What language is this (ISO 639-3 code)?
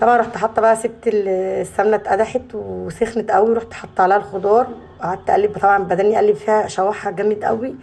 arz